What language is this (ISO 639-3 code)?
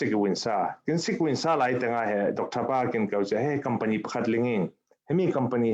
cfm